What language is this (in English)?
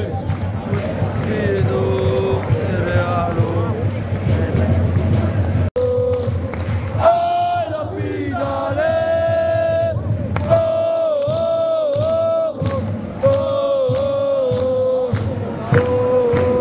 Romanian